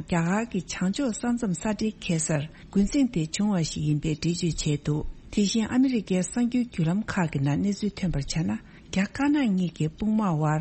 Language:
Tibetan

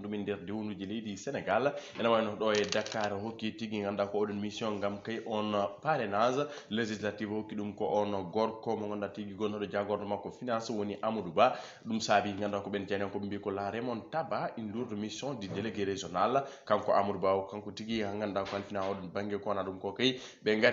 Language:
Fula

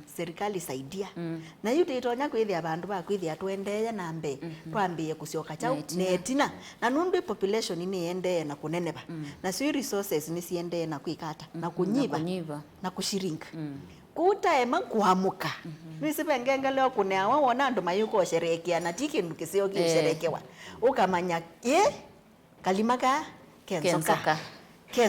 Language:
Kamba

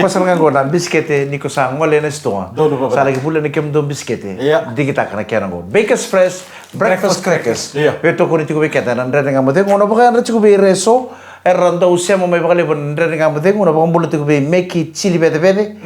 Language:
Fijian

